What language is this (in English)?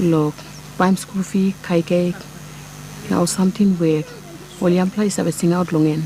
Tok Pisin